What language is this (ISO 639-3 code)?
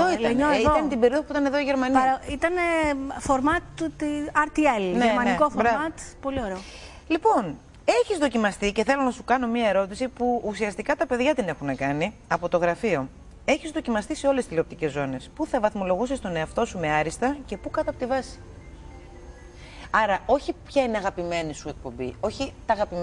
ell